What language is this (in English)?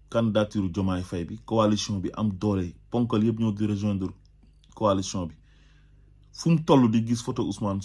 Wolof